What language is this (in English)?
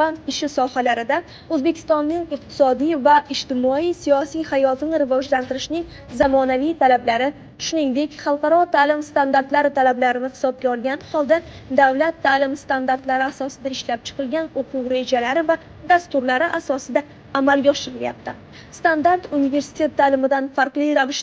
Uzbek